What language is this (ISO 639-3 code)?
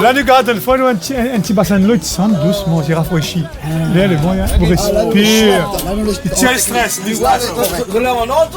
rcf